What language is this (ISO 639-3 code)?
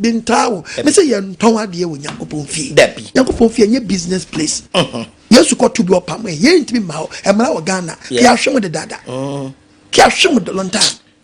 aka